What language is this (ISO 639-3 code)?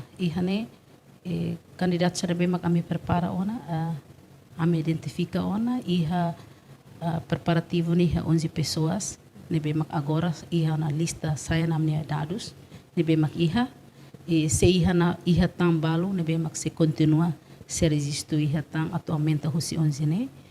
tet